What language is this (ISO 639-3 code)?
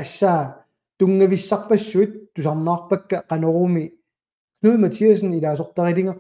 kal